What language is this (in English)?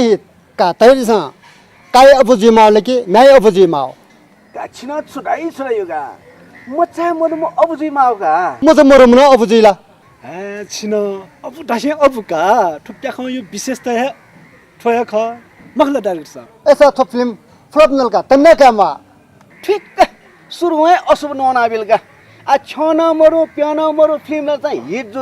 Newari